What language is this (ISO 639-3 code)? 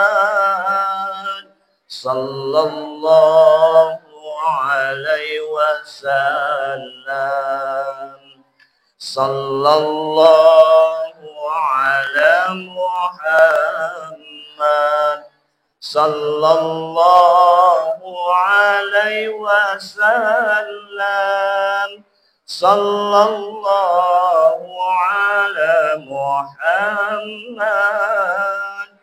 bug